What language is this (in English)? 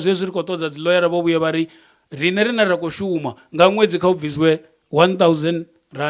Venda